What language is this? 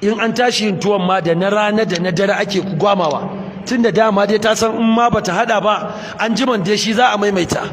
Hausa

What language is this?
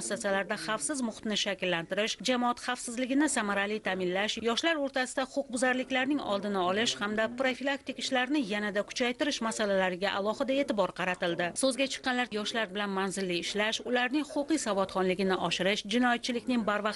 Uzbek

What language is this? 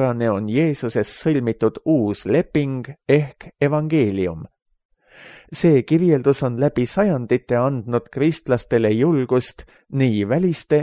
Estonian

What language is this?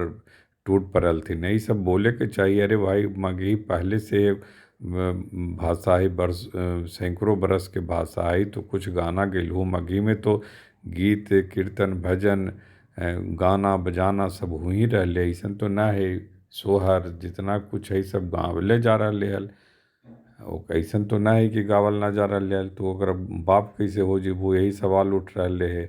Magahi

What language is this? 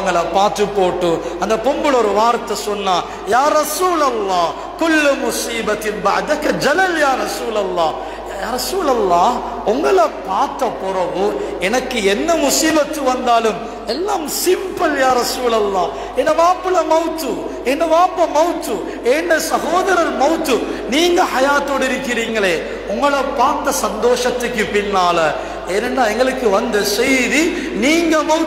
Tamil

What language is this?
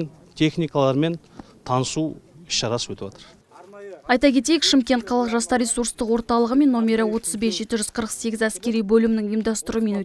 Kazakh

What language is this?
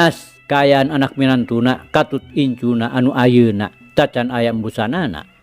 Sundanese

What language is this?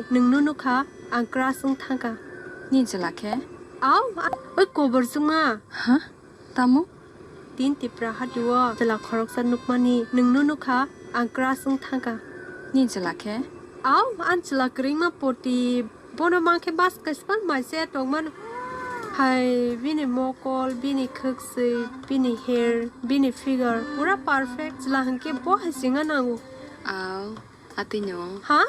Kok Borok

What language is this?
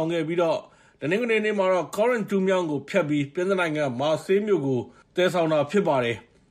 Burmese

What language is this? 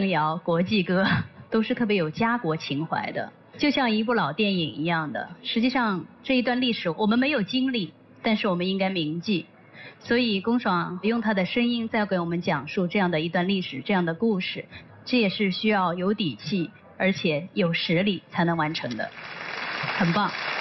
Chinese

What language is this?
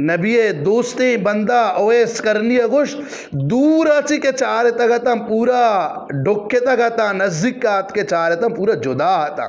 Eastern Balochi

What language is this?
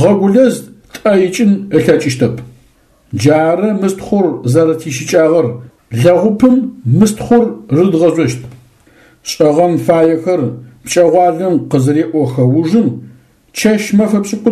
Adyghe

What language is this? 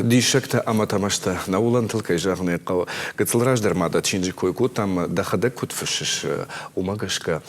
Ossetic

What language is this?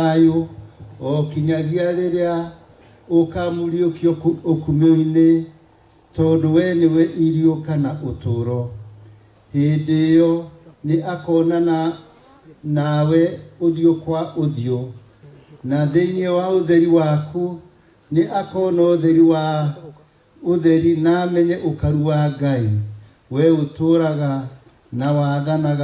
Kikuyu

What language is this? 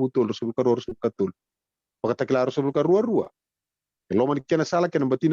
Fijian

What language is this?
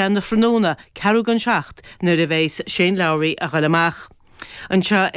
Irish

